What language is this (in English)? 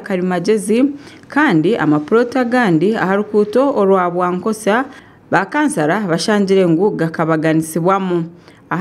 Nyankole